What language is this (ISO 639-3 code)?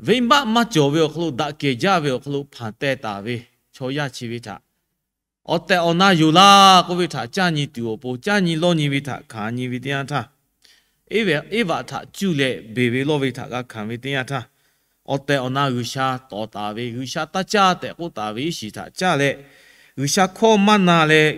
lhu